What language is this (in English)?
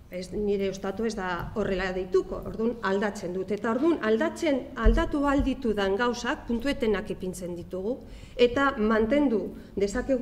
Basque